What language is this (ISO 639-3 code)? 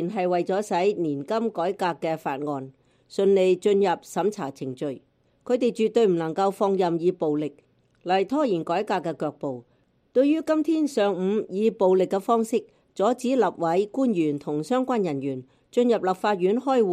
yue